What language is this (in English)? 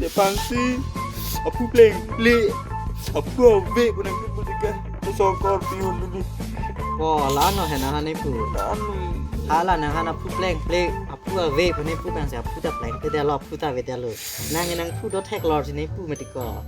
Karbi